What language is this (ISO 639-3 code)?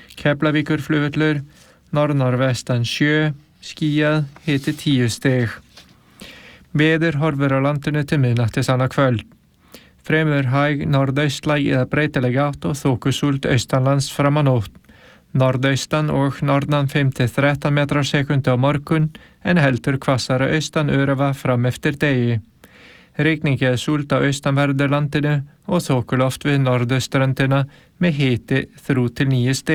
isl